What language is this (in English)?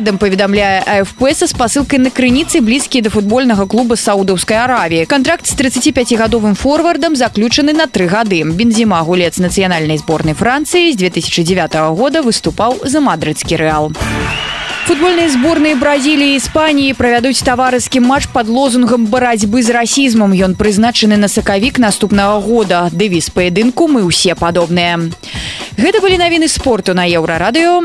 Belarusian